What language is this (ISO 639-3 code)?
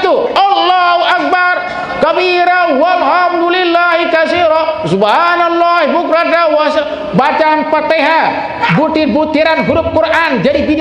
sas